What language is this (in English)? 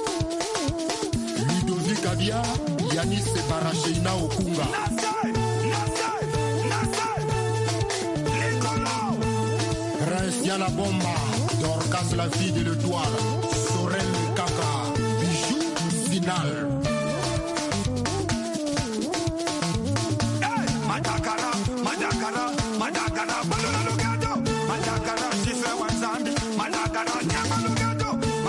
French